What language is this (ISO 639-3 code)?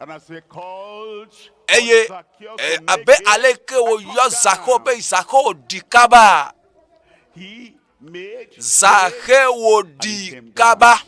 ewe